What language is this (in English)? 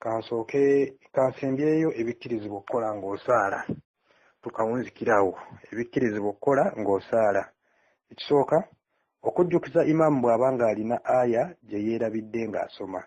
Ganda